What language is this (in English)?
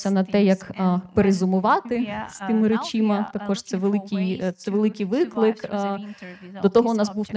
Ukrainian